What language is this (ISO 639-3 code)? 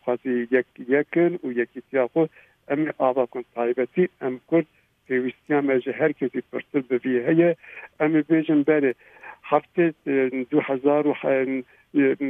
kur